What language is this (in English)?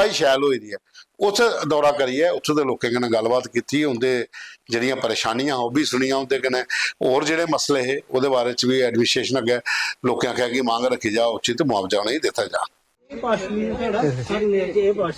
Dogri